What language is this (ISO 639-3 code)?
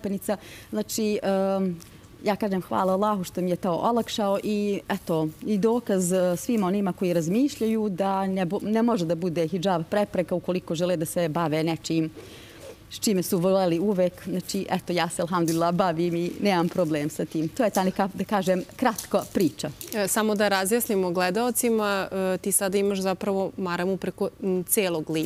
srp